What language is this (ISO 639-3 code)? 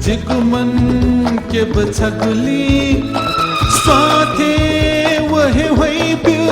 new